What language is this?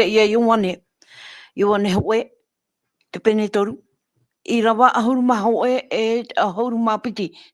Tahitian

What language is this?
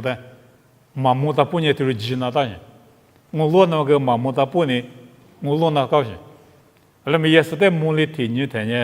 Lisu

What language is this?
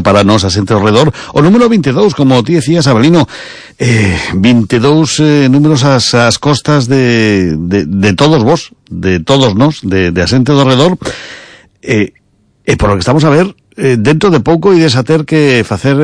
Galician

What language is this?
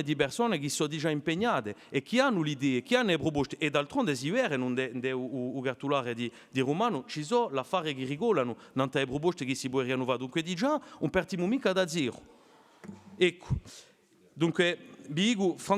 Corsican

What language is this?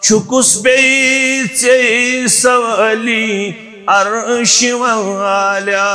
Kashmiri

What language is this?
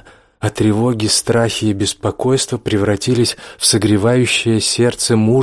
Russian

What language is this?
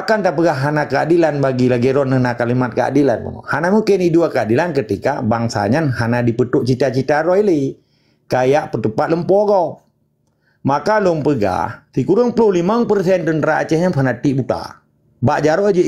Achinese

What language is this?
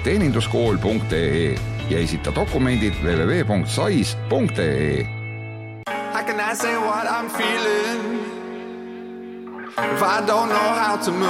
Estonian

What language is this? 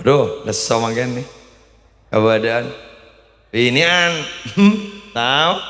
Madurese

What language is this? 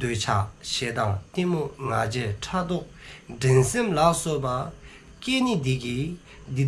Dzongkha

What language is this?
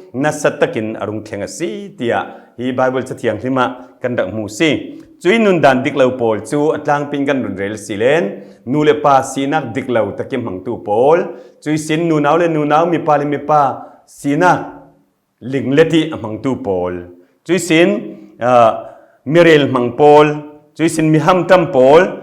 Falam Chin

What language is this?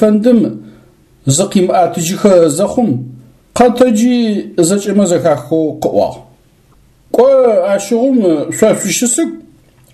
Adyghe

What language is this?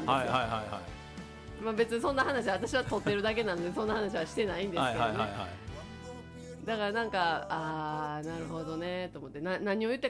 Japanese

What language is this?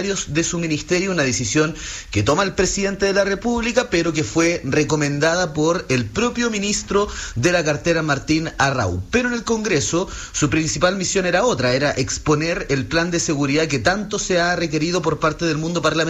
Spanish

